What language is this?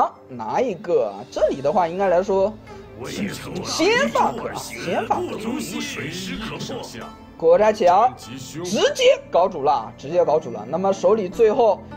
Chinese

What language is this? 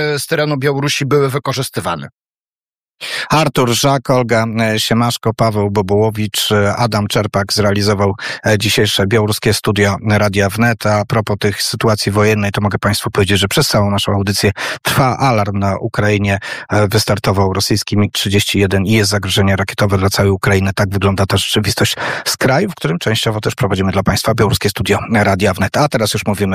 Polish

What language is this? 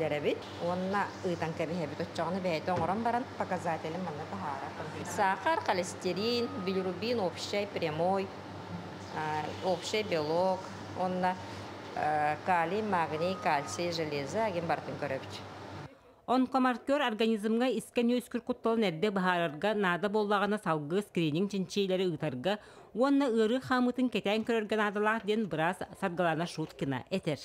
Yakut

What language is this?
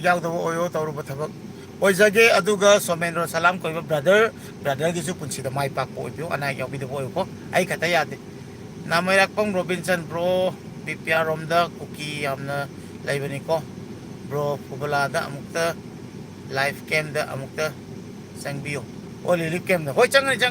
Manipuri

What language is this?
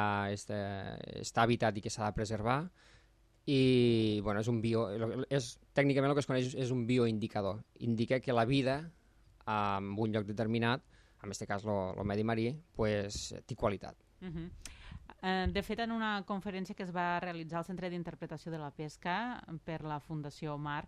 Catalan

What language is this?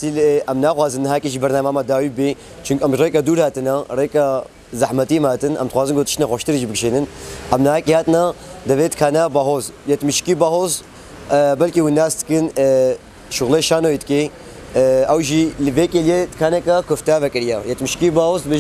Kurdish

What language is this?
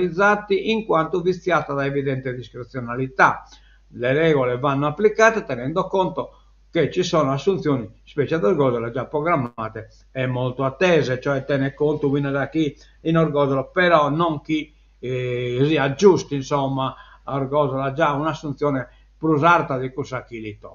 Sardinian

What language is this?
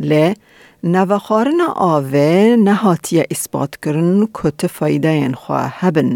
Kurdish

